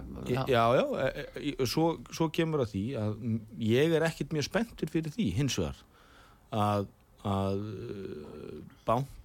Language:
Icelandic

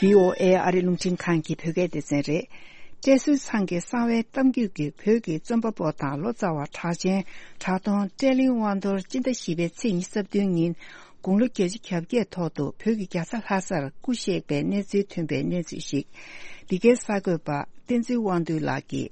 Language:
Tibetan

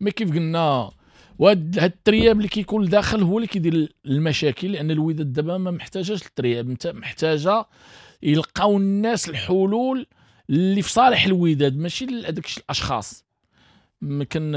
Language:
Moroccan Arabic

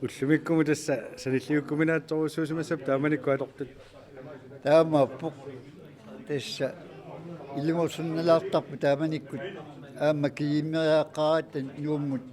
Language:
Kalaallisut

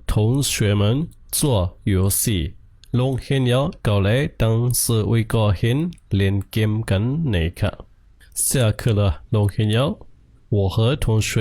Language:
Shan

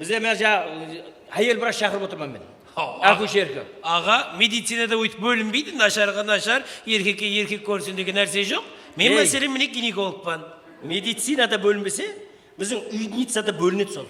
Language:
Kara-Kalpak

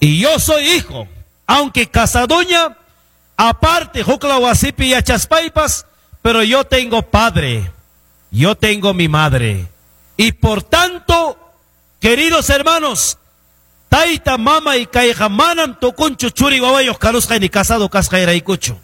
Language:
Ayacucho Quechua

